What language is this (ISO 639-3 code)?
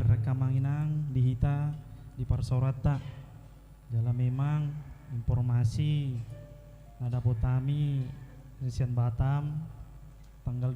bbc